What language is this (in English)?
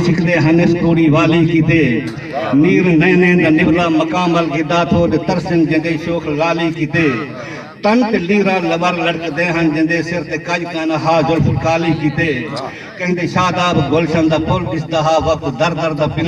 Saraiki